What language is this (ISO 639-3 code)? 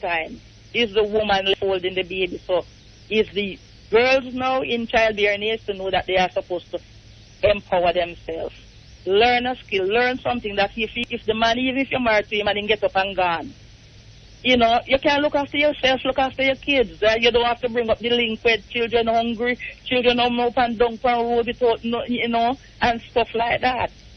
jam